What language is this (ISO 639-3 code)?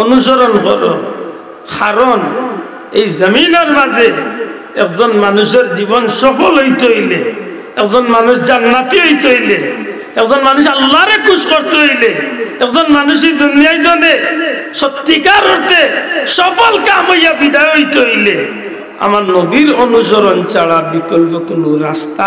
syl